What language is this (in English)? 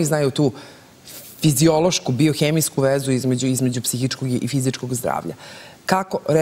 Serbian